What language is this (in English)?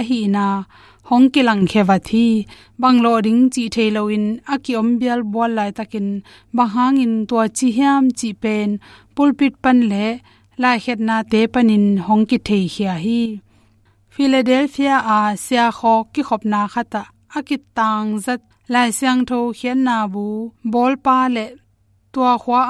Tedim Chin